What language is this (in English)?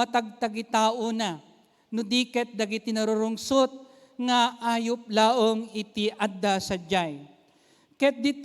Iloko